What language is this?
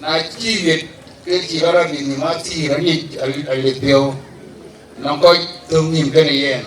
Dinka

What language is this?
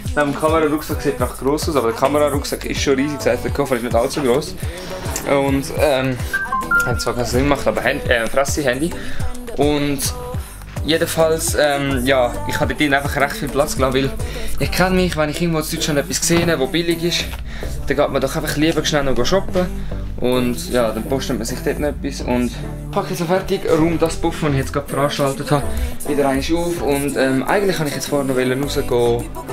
Swiss German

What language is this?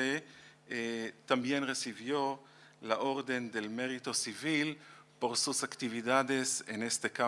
Ladino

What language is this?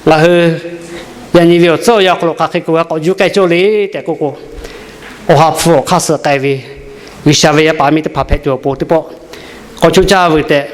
Lahu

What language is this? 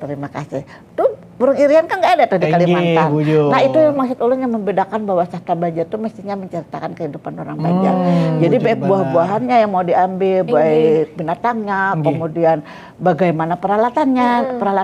Banjar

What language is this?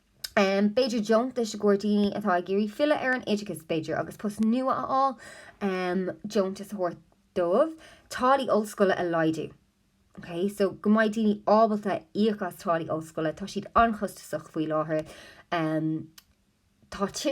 Irish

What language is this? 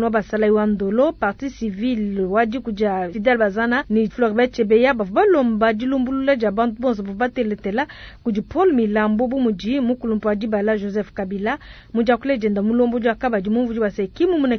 Luba-Lulua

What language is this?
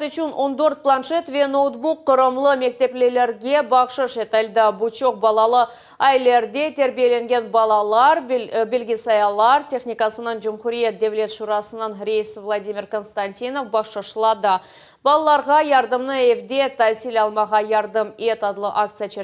Crimean Tatar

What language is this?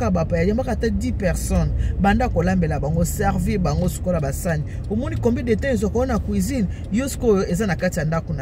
Lingala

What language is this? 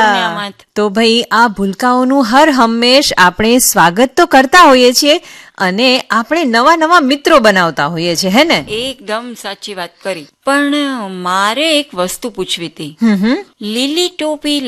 Gujarati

